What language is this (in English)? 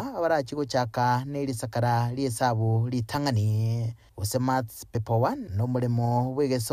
Gusii